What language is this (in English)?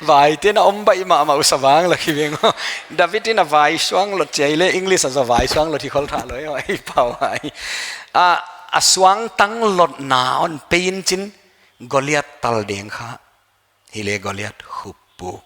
Paite Chin